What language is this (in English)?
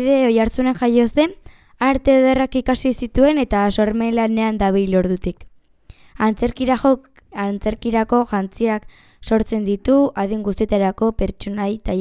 Basque